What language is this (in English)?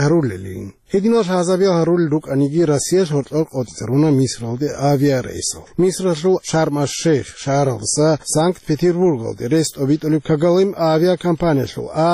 Avaric